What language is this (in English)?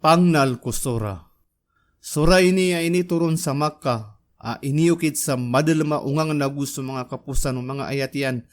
Maranao